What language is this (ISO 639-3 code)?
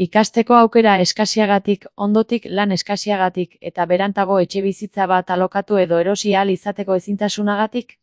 eus